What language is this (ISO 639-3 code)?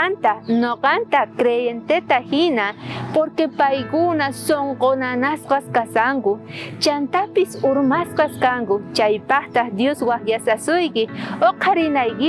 quh